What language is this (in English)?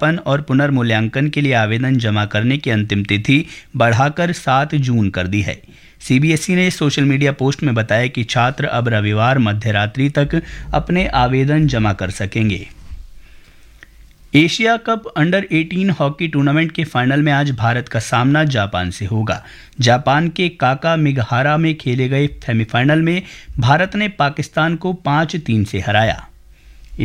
Hindi